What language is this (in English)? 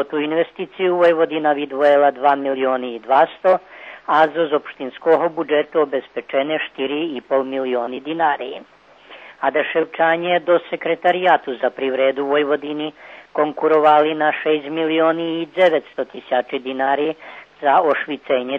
Rusyn